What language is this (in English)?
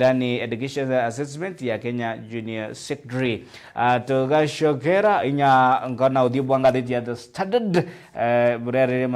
Meru